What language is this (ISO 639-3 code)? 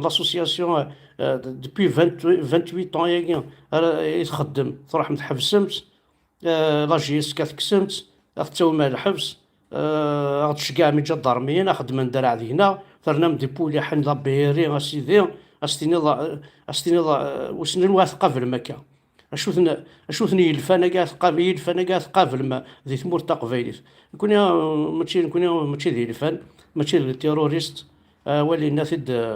kab